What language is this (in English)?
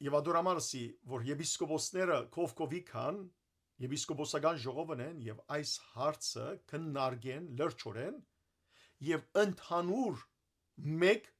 Western Armenian